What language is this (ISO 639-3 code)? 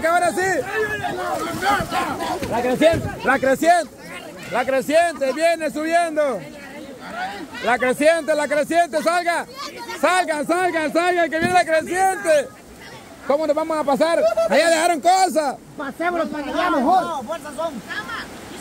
spa